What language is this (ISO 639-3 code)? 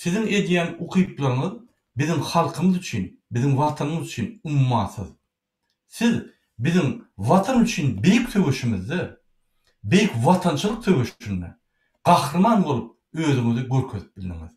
tuk